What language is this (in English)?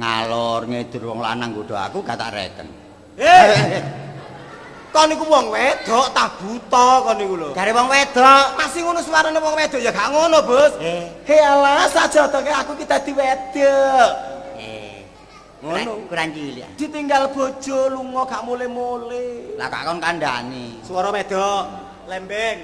Javanese